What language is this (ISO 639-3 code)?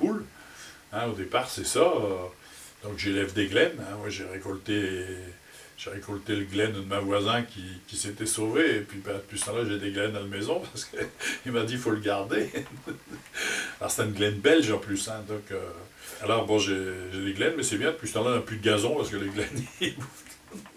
pcd